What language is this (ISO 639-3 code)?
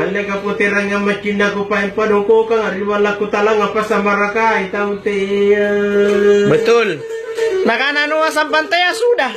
mak